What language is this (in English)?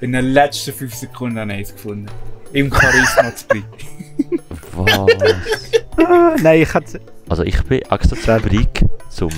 Swiss German